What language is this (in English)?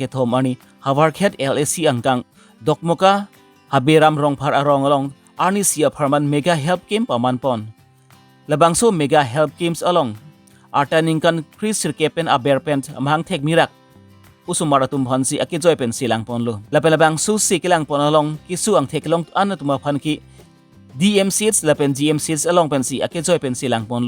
Karbi